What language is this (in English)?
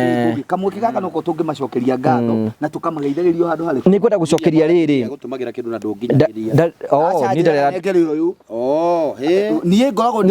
Kikuyu